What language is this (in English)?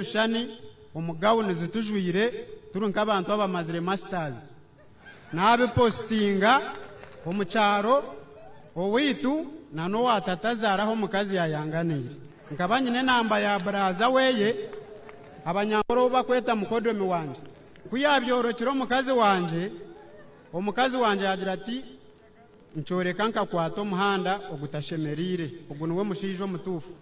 Nyankole